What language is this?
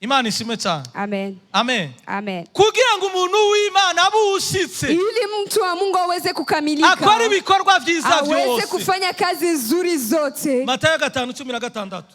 Rundi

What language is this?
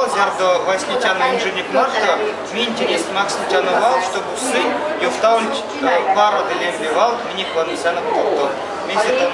Erzya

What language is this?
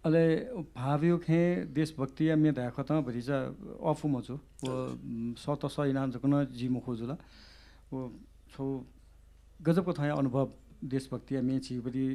Newari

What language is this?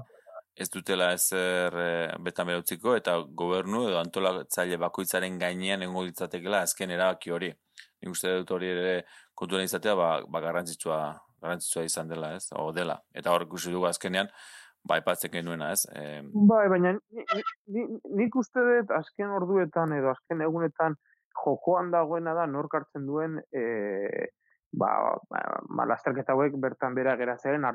Basque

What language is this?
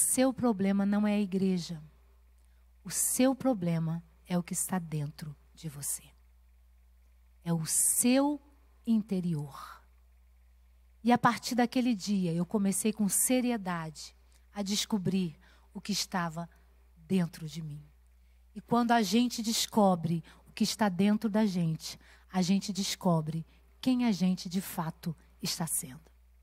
Portuguese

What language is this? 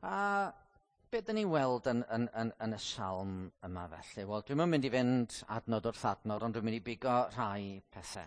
Welsh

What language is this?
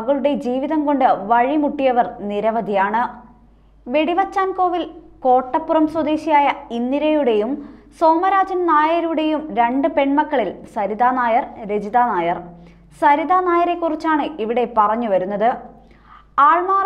Malayalam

